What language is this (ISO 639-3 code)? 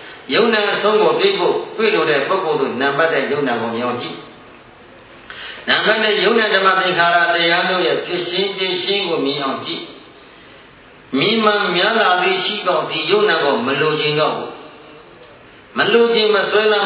mya